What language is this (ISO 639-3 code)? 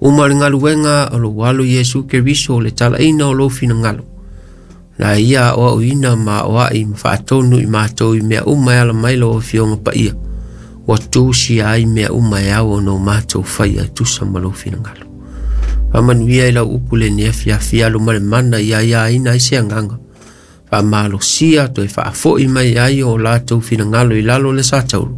smo